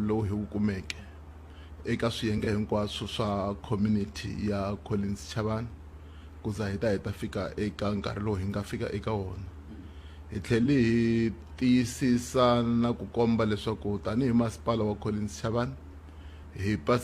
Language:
Tsonga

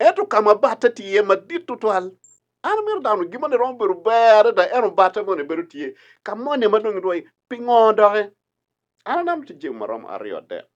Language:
Acoli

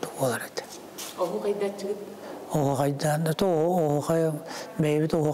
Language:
Yakut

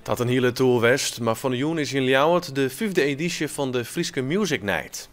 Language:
Western Frisian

